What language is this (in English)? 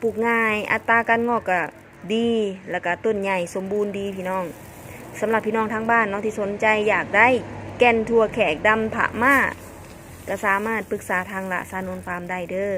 Lao